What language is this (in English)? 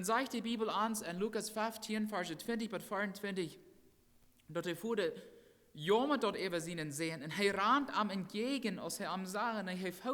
Plautdietsch